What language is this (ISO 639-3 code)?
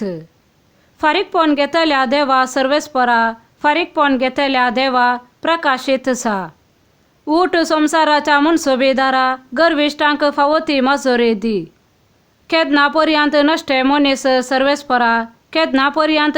kok